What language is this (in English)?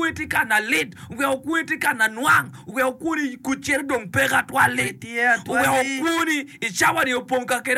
Acoli